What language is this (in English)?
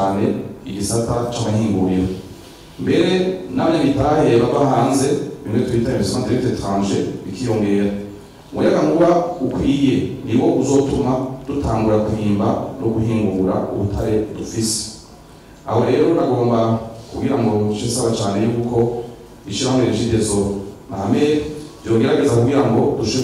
Rundi